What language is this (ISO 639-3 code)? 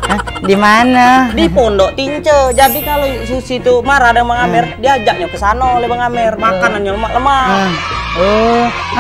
mui